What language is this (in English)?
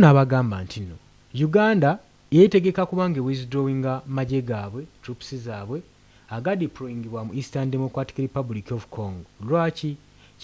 Ganda